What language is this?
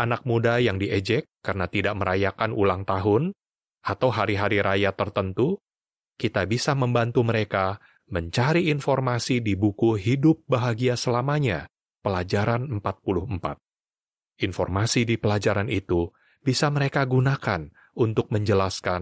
Indonesian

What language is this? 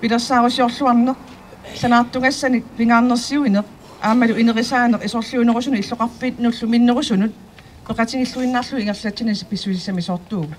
Kalaallisut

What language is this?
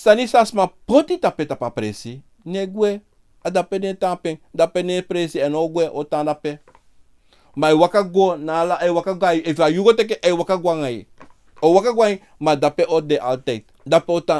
Sranan Tongo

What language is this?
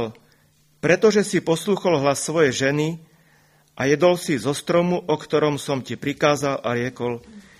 Slovak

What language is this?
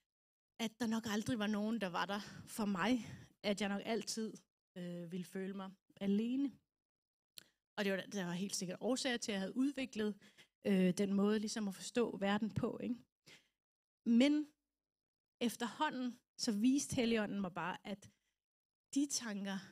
Danish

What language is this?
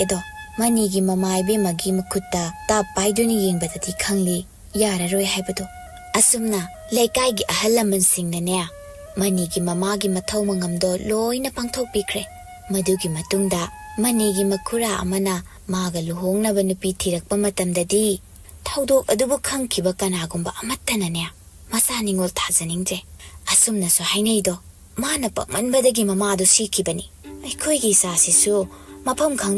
Manipuri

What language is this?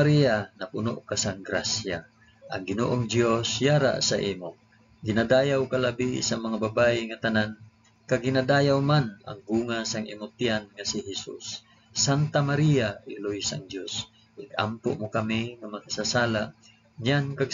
Hiligaynon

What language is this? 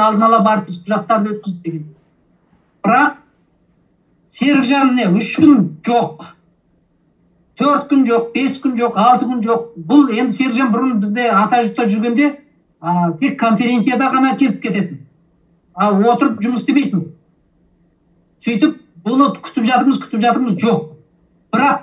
Kazakh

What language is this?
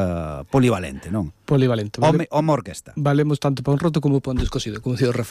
Galician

